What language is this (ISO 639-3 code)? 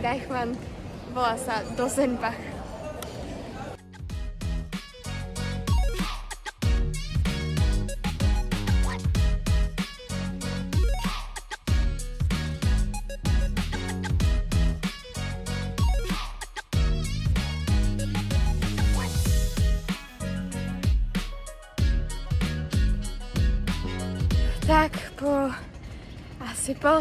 slk